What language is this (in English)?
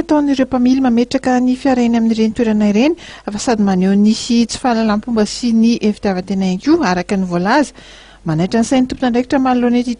Malagasy